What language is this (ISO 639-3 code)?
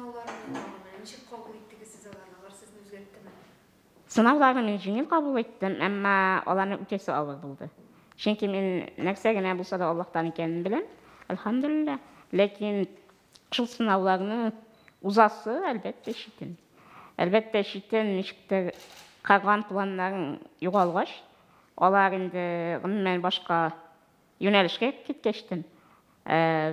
tat